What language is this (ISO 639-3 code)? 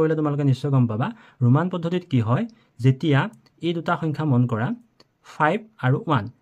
asm